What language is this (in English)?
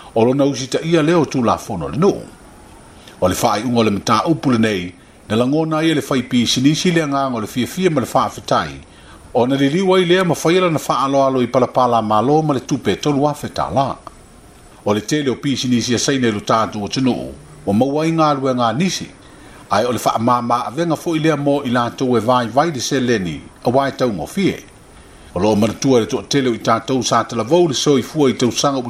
Samoan